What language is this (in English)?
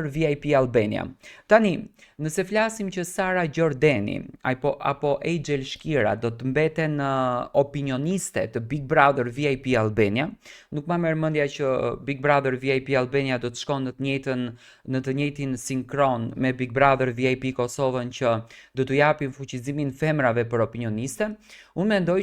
Albanian